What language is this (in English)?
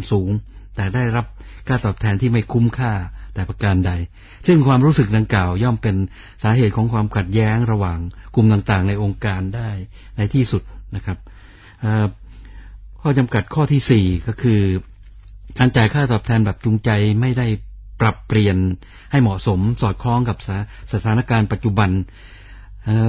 Thai